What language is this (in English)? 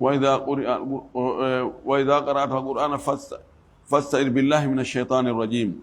Fula